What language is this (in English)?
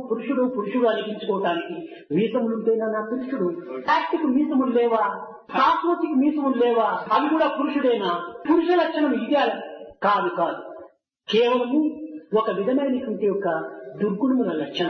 Telugu